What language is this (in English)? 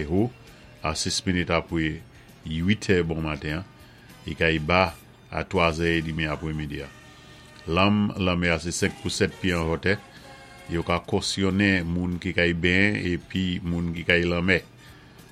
Saint Lucian Creole French